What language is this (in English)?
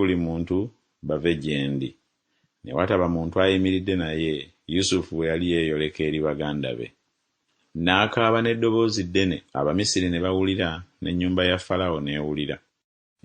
Ganda